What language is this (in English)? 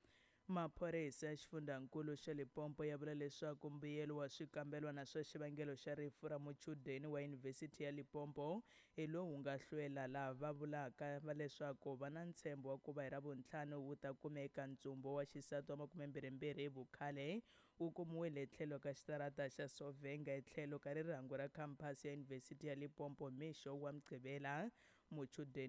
Tsonga